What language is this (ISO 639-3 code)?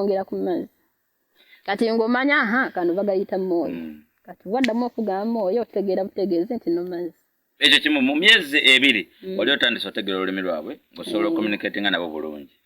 lug